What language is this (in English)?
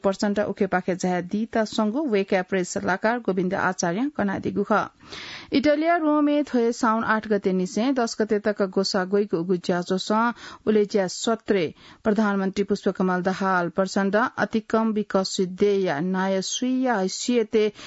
Newari